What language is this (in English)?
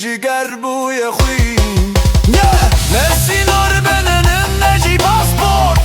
Kurdish